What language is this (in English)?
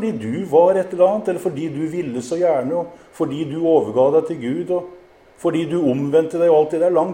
Norwegian